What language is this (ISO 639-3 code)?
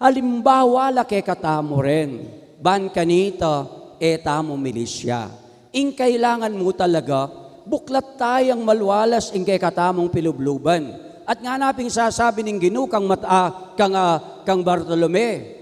pam